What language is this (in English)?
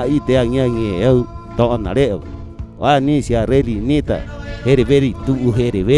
Rapanui